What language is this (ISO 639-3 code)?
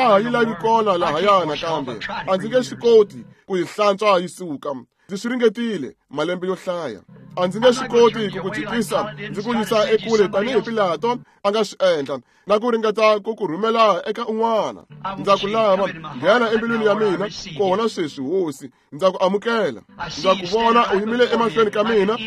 tso